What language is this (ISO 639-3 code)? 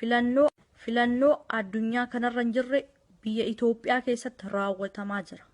orm